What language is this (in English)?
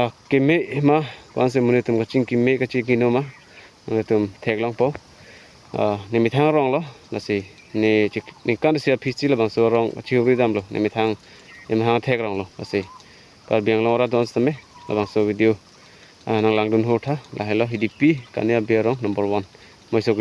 Karbi